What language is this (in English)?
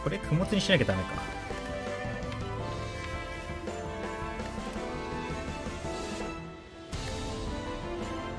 Japanese